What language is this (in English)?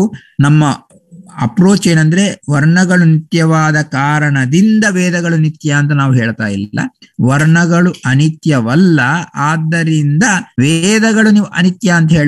Kannada